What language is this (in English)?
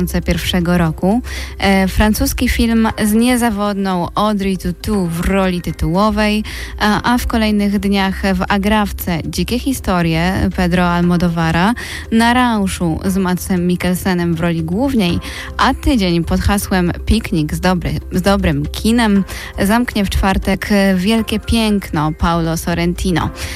Polish